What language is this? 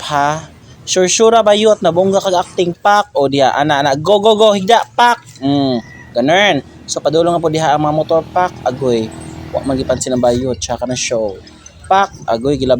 Cebuano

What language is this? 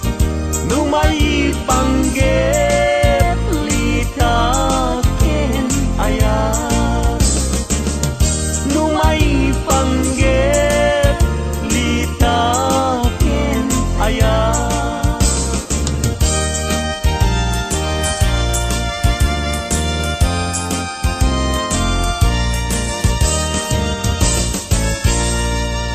Iloko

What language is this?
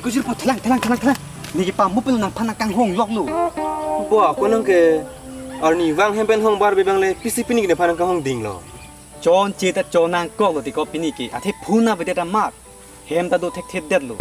Karbi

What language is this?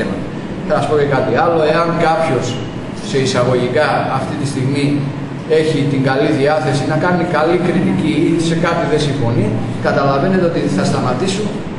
Greek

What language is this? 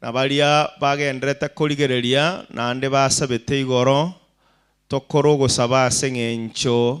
Gusii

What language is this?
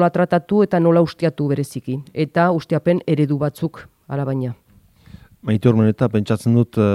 Basque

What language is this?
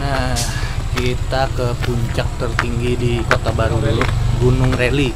Banjar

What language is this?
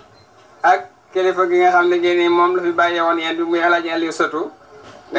Wolof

